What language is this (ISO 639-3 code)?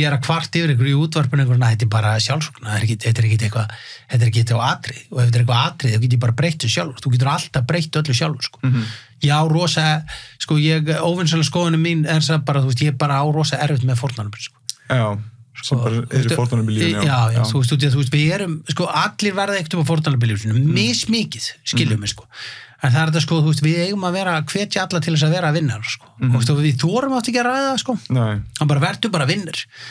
isl